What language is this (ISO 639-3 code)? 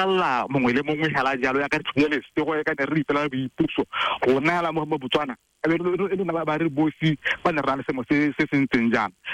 tsn